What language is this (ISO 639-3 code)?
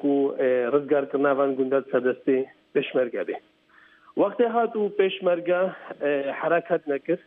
kur